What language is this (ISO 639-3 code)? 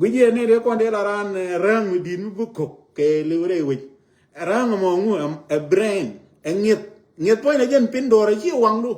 nus